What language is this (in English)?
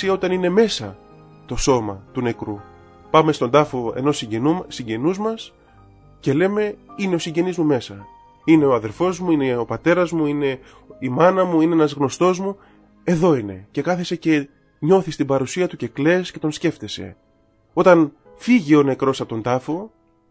Greek